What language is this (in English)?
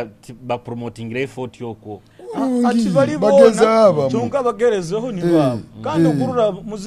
Nyoro